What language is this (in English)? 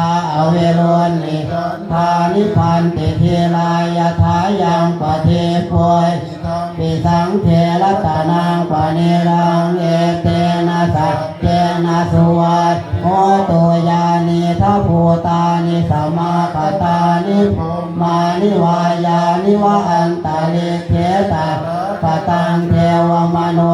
Pali